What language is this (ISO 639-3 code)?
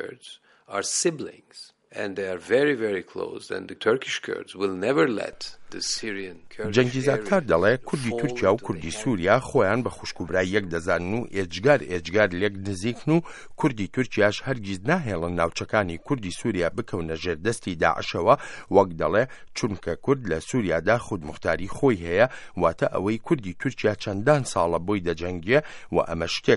ckb